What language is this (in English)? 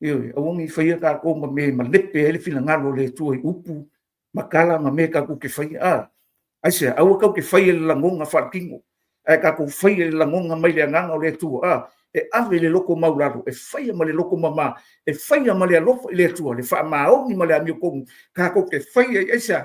Samoan